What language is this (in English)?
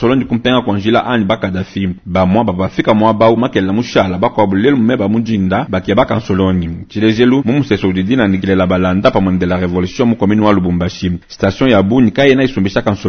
Luba-Lulua